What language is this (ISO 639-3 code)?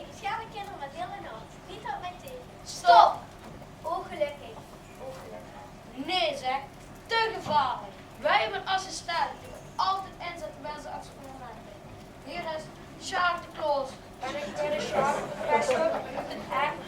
lim